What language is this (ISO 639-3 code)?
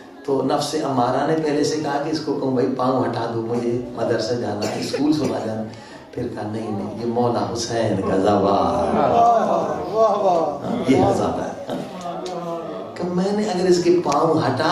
urd